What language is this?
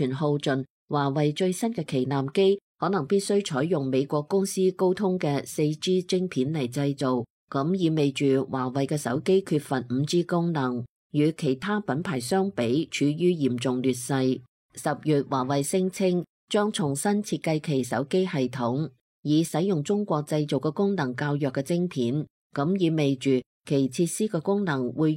Cantonese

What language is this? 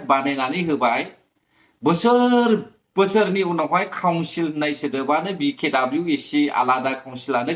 Bodo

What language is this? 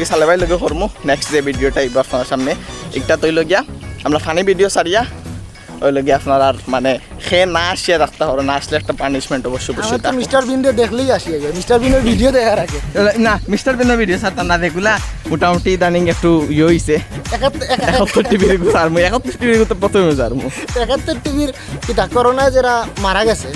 Sylheti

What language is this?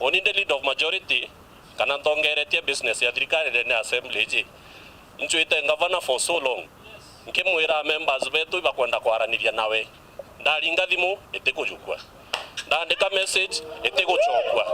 Meru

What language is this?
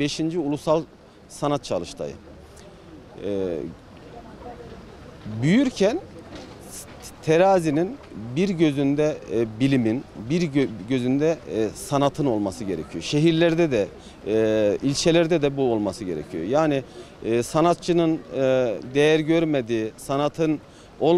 Turkish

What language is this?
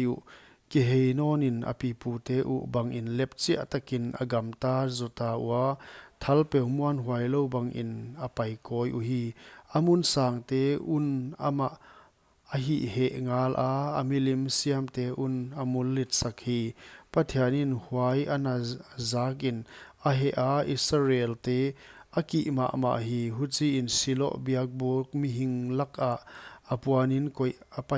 Paite Chin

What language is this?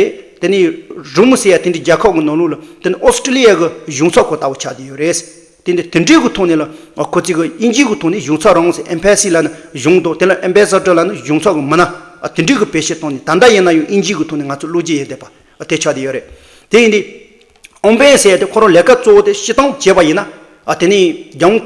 Tibetan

